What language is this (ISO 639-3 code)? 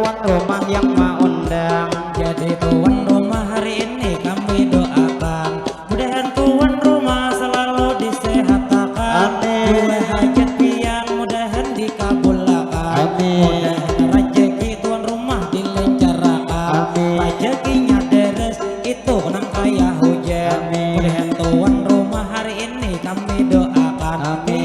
bjn